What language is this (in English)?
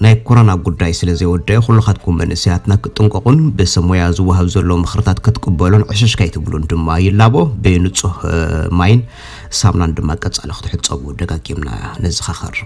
Tigrinya